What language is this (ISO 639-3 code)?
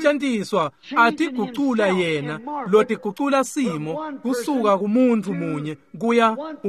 ssw